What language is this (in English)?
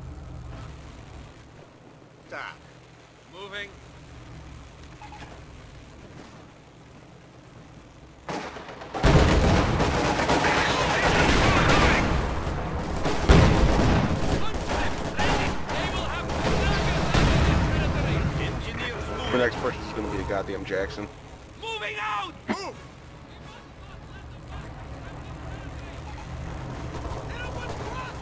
English